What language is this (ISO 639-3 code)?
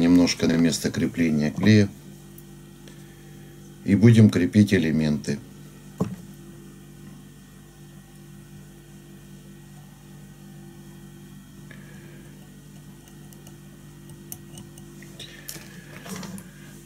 rus